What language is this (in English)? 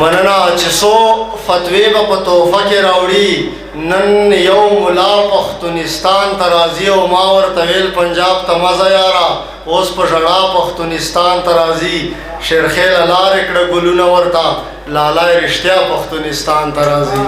Pashto